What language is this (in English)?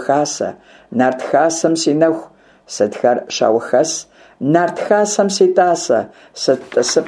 Kabardian